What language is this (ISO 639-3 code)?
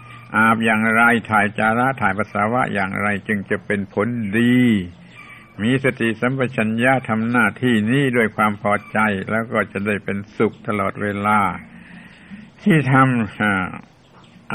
tha